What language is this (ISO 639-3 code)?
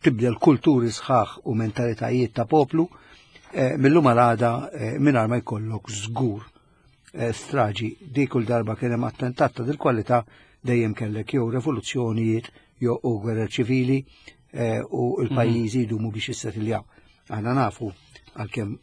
mlt